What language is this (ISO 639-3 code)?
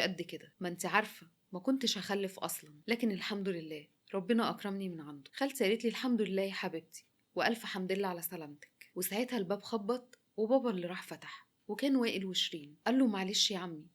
arz